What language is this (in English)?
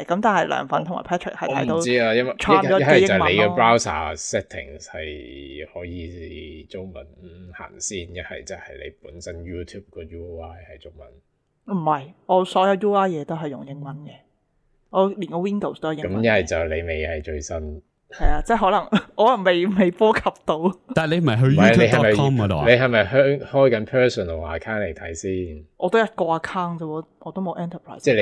Cantonese